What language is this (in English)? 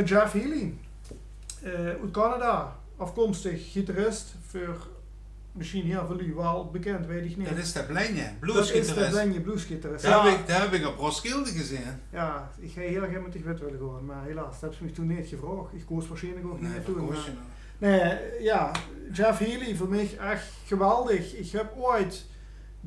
Limburgish